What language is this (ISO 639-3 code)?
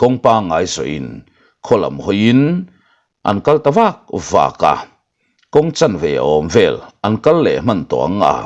lus